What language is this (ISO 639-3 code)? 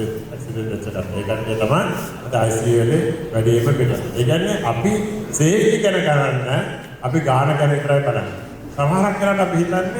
sin